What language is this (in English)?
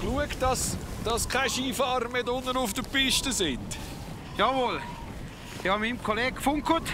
Swiss German